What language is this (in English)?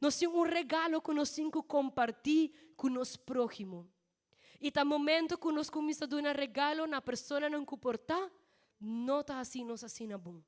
Papiamento